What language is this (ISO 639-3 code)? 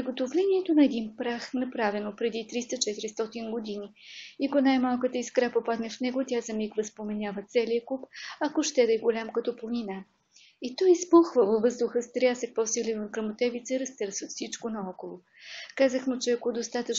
bul